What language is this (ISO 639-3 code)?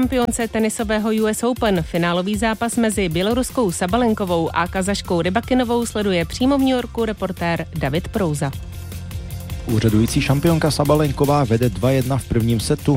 ces